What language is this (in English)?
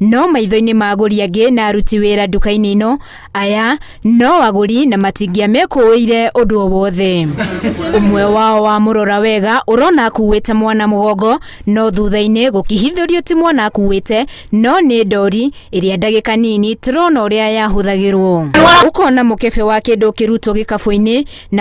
Kikuyu